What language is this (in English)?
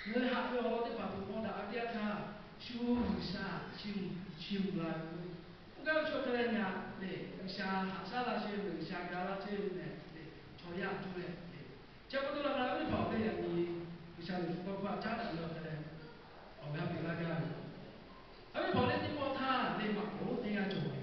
Lahu